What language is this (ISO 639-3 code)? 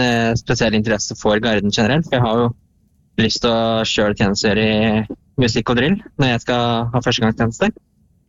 nor